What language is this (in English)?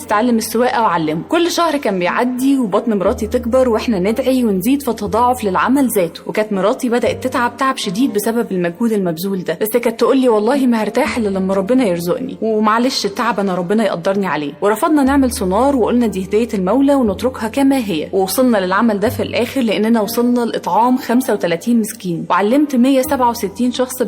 Egyptian Arabic